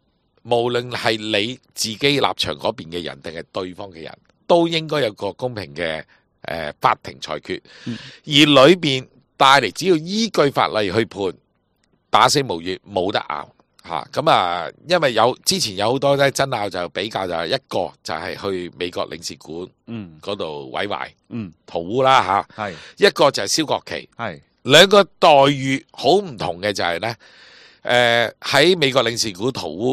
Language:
Cantonese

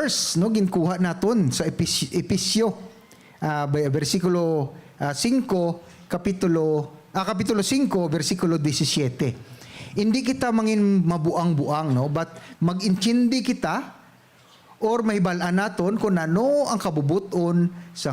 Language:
Hiligaynon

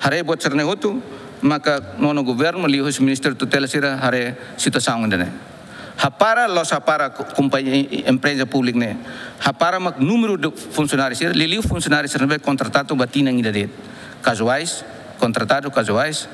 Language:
Tetum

